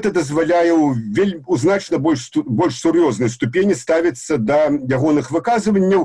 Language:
Belarusian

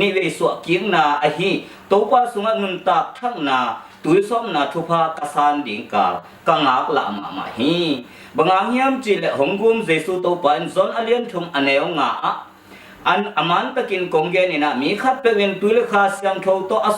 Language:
Tedim Chin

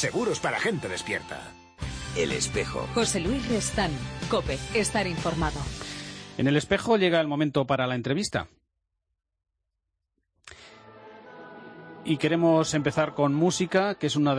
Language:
Spanish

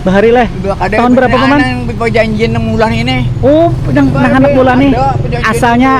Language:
Banjar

